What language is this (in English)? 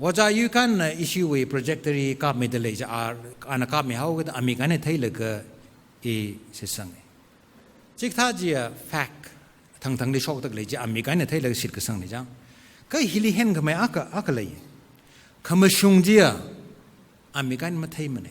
Tangkhul Naga (India)